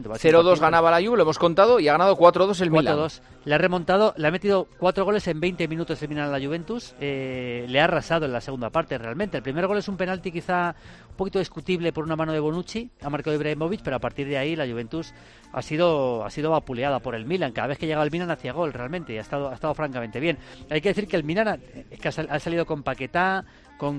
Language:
Spanish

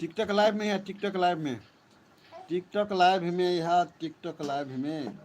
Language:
Maithili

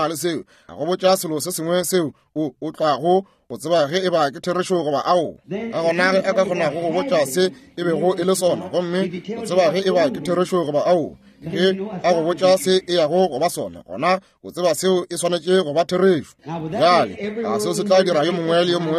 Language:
Northern Sotho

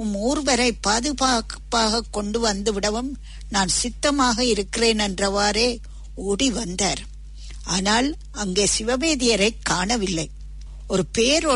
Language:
Tamil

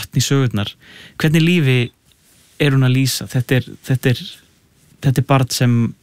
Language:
Icelandic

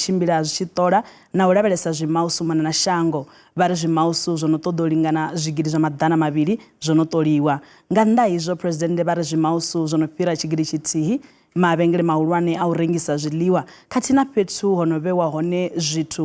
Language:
Venda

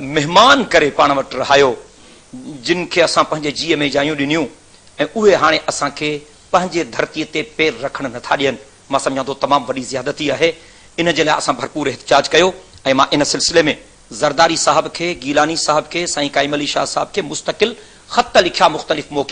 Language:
Sindhi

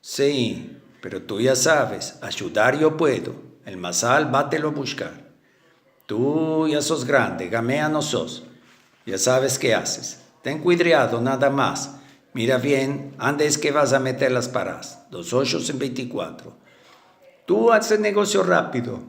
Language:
Ladino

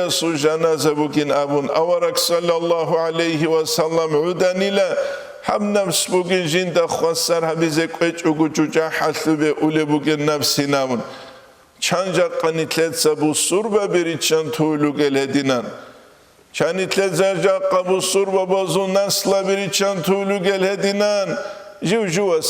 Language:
Avaric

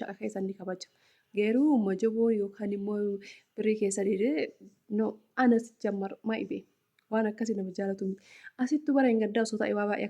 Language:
Oromo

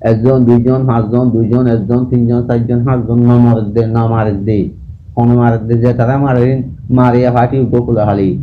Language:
Rohingya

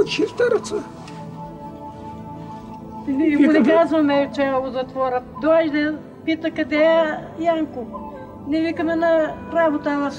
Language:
Bulgarian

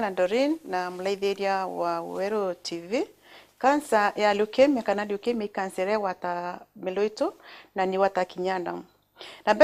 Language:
Meru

